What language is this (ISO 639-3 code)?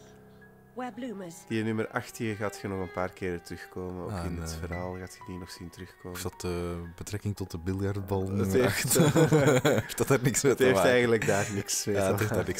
nld